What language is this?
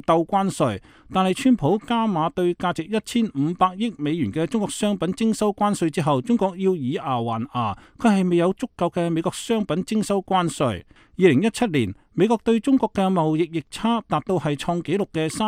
Cantonese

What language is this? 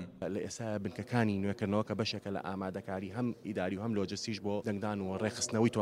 Central Kurdish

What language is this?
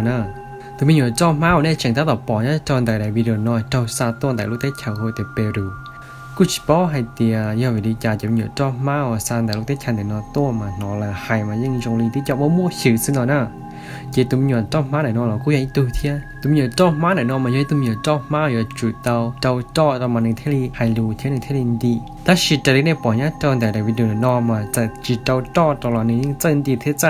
Hmong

